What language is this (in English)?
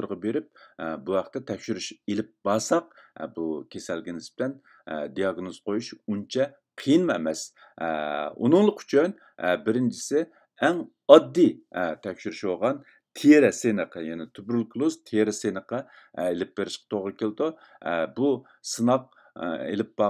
Uyghur